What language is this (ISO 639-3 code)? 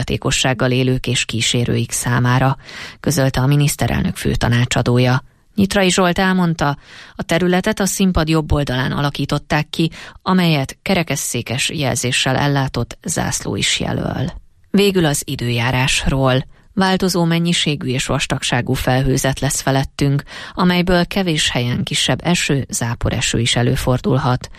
hun